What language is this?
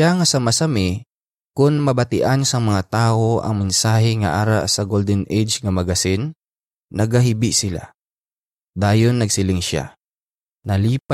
Hiligaynon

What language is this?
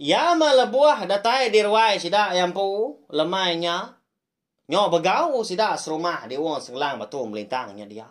Iban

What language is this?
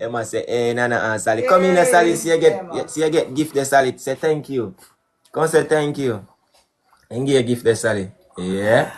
Jamaican Creole English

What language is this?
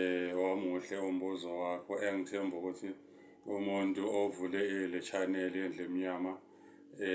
Zulu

